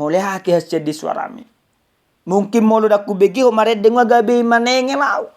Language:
Batak Toba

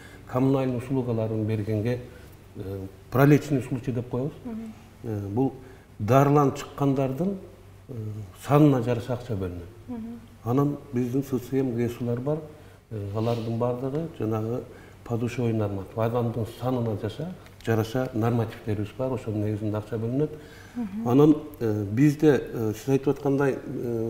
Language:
Kyrgyz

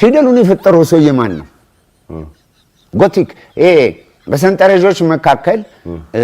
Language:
Amharic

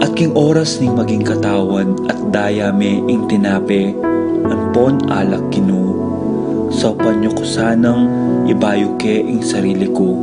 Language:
Pampanga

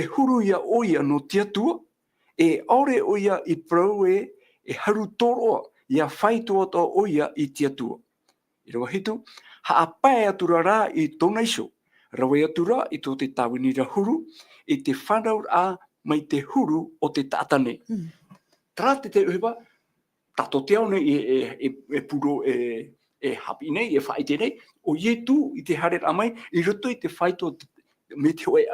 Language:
Tahitian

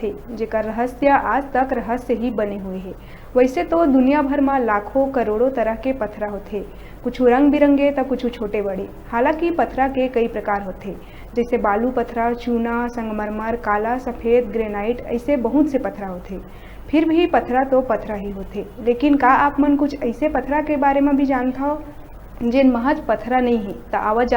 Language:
Chhattisgarhi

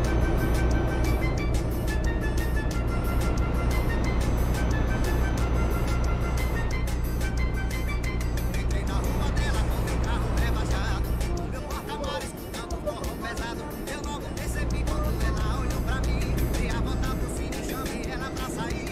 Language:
Portuguese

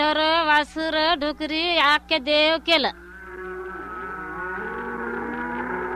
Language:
Marathi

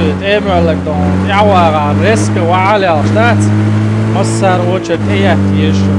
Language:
Chechen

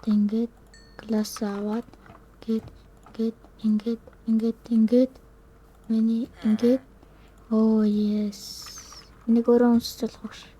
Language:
Mongolian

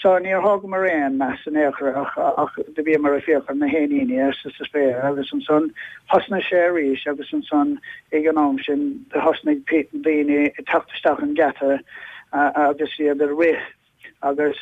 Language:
Irish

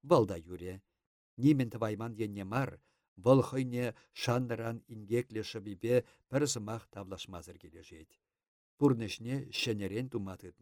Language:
Chuvash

